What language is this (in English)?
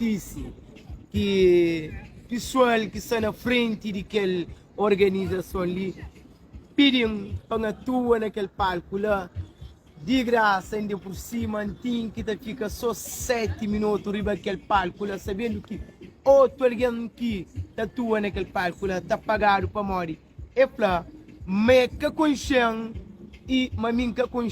Kabuverdianu